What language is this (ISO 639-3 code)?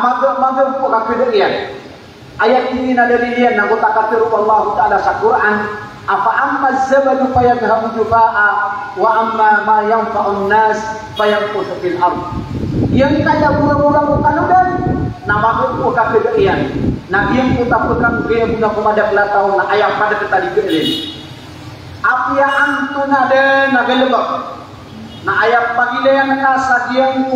mrw